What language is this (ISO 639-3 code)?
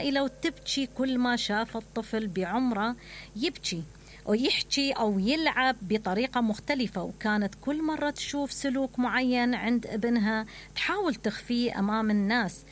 acm